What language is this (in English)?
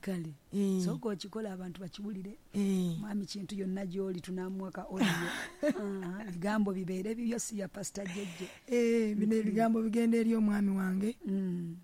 Ganda